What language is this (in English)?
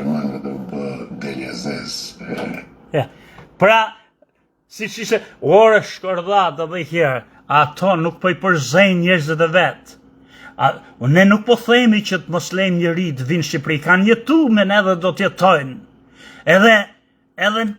Albanian